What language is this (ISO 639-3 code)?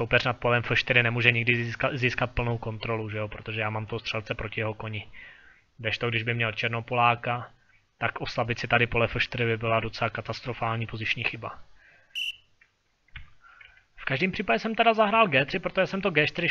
ces